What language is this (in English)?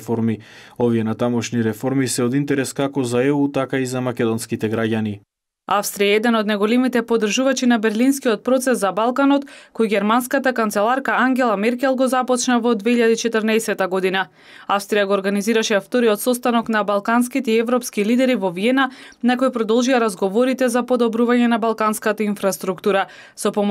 Macedonian